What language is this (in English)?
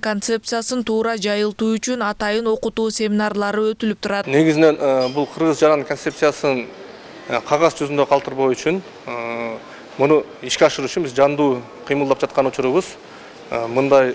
Kyrgyz